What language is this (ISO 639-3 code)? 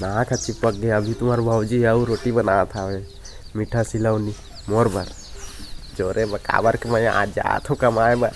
hne